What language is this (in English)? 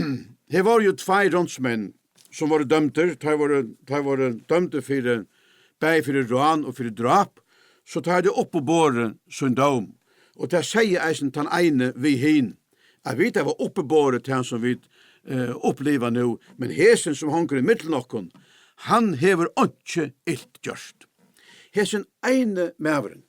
Faroese